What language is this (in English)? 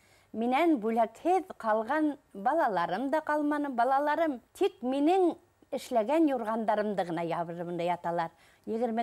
Bashkir